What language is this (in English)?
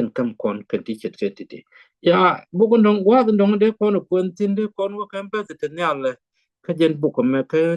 Nuer